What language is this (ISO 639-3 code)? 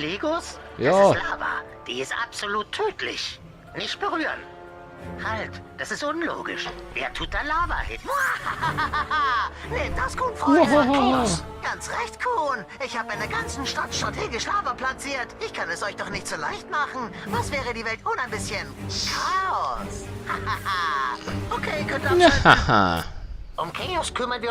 gsw